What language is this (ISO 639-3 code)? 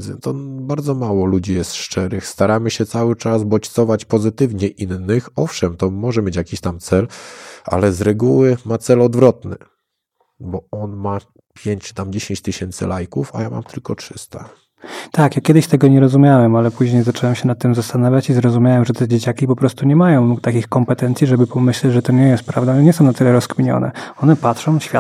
pol